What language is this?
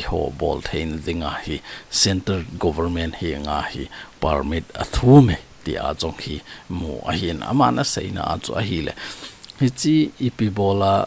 Thado Chin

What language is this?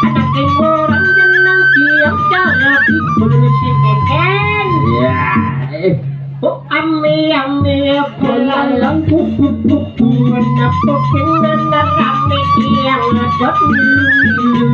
Balinese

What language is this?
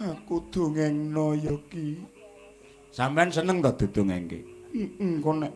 Javanese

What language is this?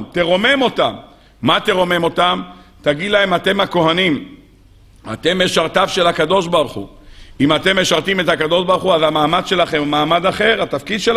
Hebrew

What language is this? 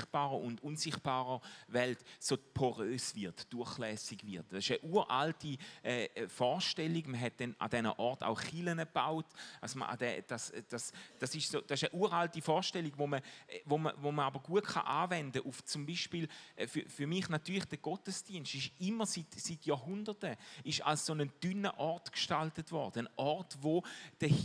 Swiss German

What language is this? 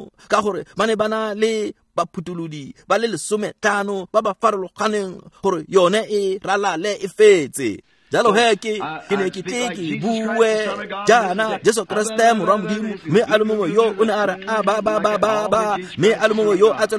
Tswana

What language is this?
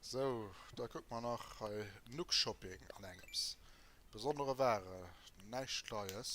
Luxembourgish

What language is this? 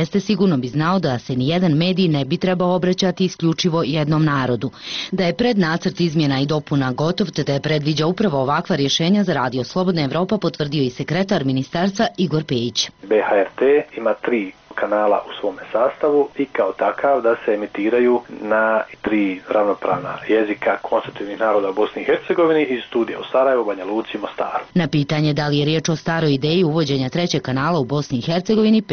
Bosnian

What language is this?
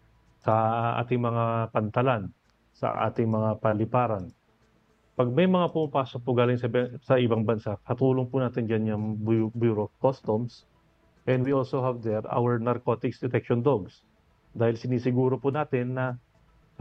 Filipino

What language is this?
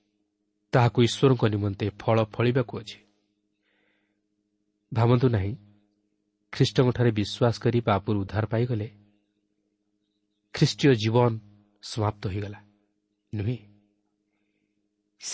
Odia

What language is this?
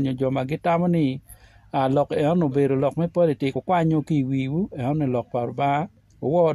Acoli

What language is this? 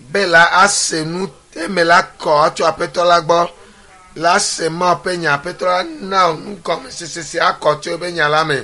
Ewe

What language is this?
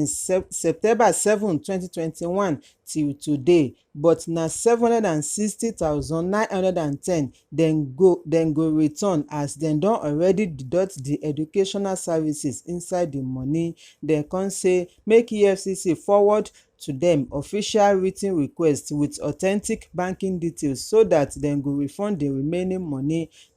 Nigerian Pidgin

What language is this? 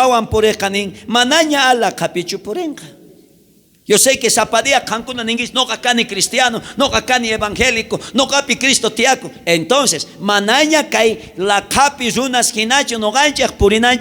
South Bolivian Quechua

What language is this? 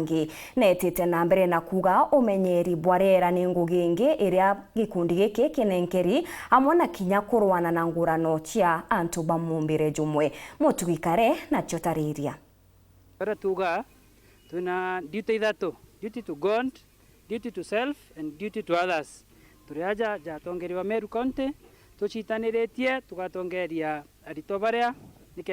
Meru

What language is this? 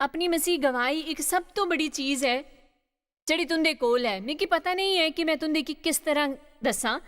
Dogri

